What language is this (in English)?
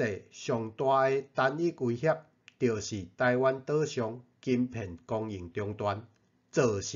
Min Nan Chinese